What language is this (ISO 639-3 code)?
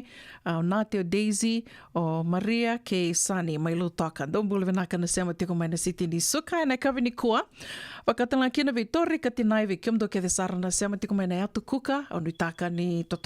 fij